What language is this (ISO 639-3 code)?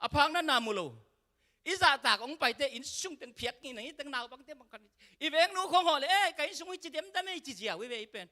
ctd